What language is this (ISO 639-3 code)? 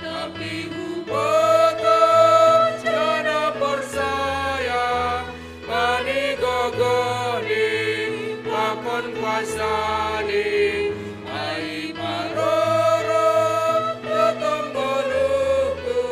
bts